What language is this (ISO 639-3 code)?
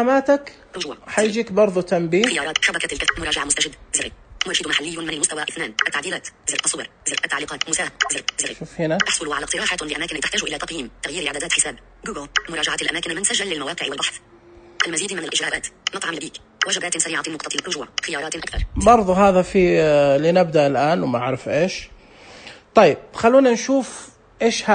ars